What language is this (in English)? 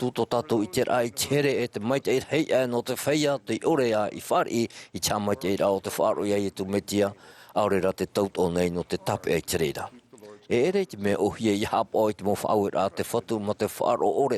Tahitian